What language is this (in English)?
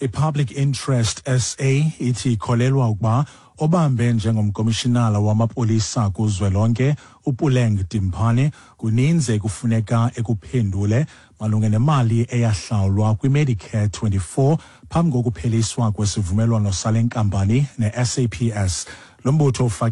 Xhosa